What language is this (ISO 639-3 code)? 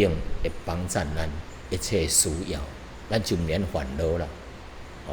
nan